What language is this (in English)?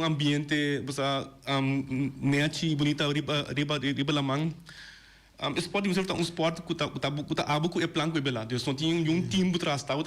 Papiamento